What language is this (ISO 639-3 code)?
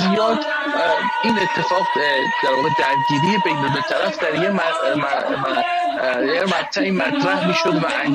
fas